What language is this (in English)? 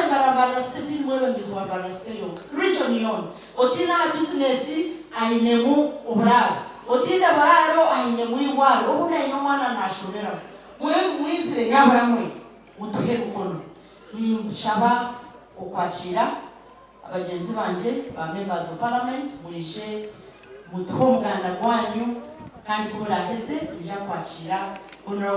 Nyankole